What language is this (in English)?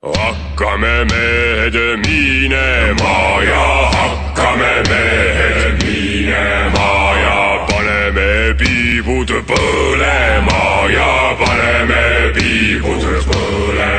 Estonian